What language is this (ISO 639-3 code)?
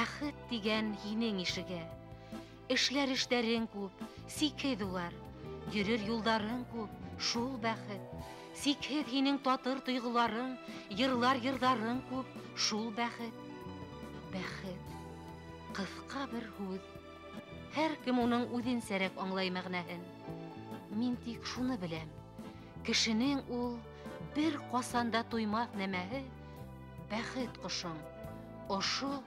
bak